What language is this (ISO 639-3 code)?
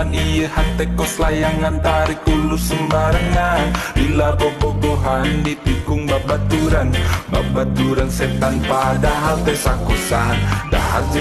sun